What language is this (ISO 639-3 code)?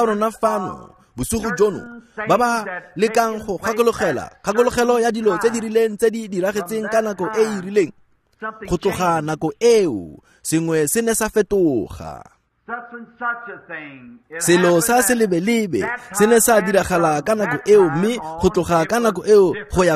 tsn